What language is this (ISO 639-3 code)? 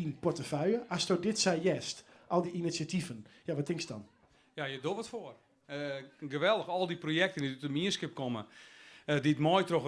fry